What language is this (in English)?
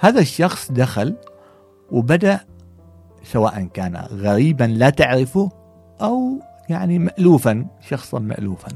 Gulf Arabic